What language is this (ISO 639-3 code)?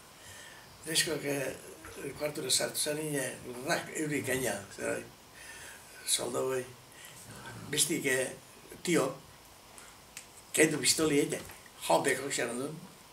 eus